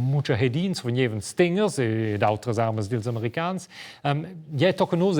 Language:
Romansh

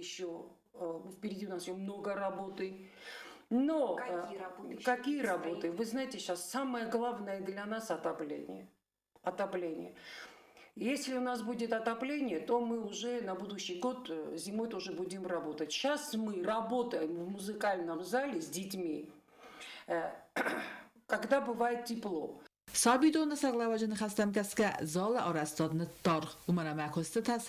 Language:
Ossetic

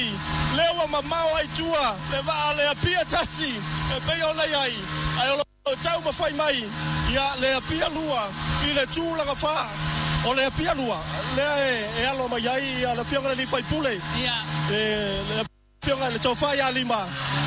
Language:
Samoan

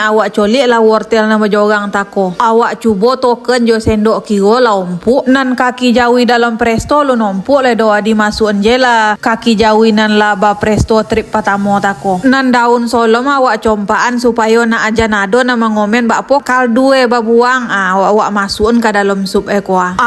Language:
Minangkabau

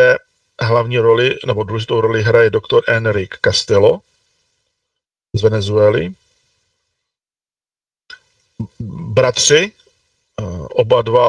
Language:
Czech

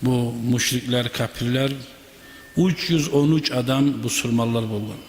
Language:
Kumyk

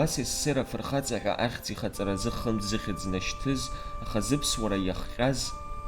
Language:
Abkhazian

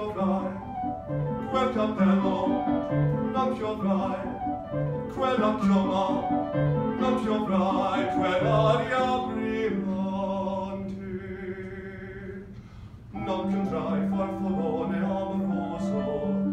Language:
Italian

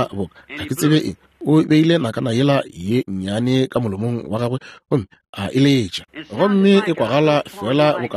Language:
Northern Sotho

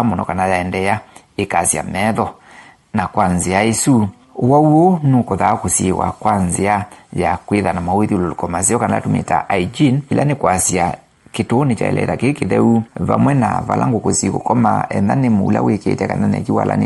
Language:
Kamba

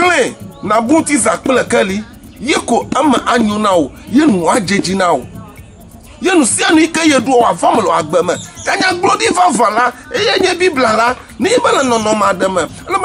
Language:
Ewe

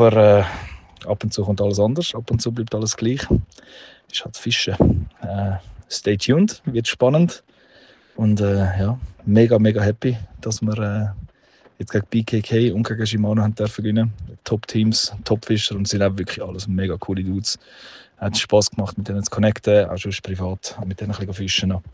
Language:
Swiss German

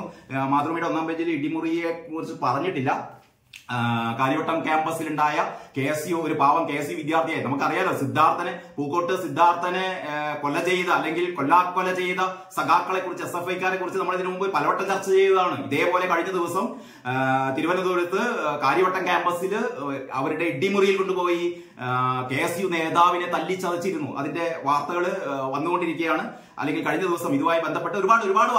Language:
Malayalam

